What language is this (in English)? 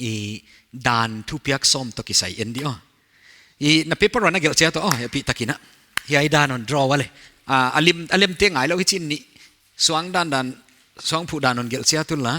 Paite Chin